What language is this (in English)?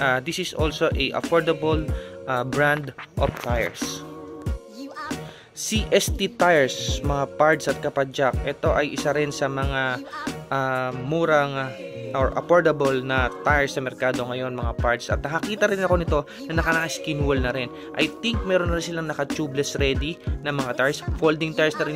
Filipino